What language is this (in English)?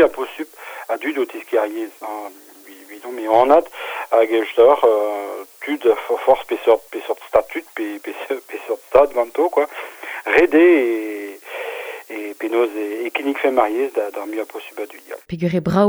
Breton